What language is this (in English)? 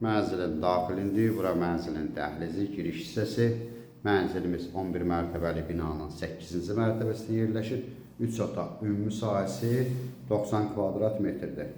Azerbaijani